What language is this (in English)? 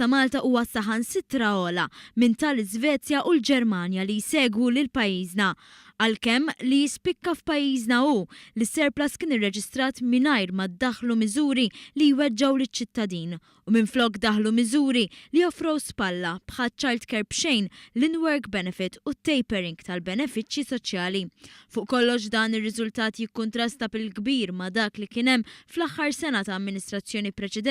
Maltese